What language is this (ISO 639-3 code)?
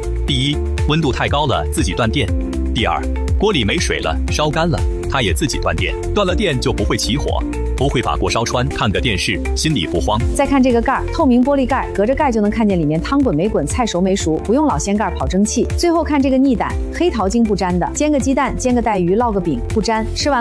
zho